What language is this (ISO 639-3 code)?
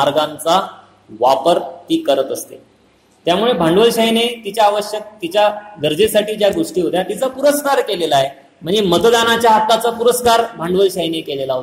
mar